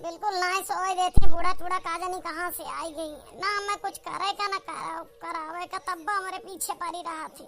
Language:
Awadhi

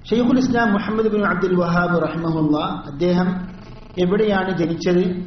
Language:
Malayalam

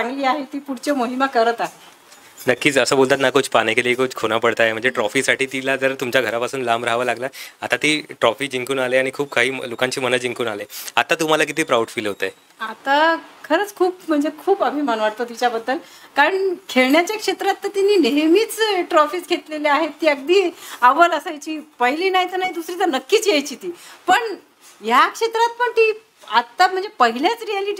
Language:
Marathi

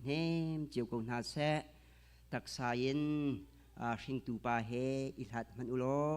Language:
Hakha Chin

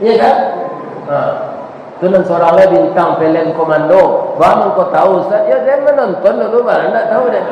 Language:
Minangkabau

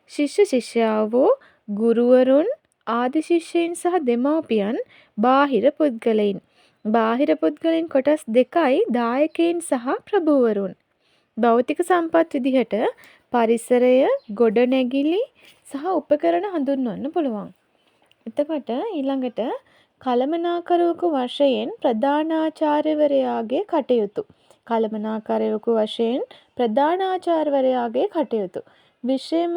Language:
Sinhala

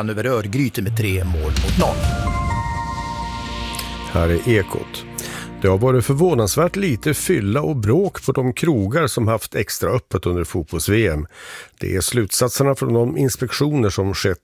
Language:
Swedish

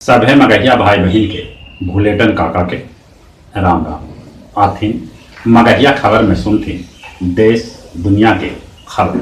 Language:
Magahi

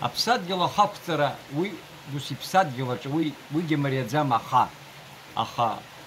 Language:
Abkhazian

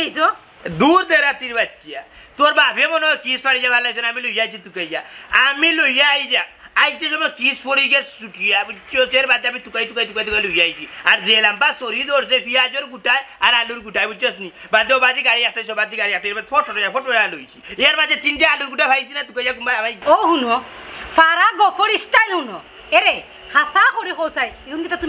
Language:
Sylheti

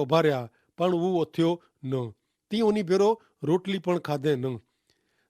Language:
Kachhi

